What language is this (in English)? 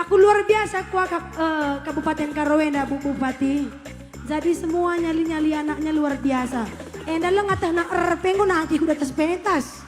Batak Karo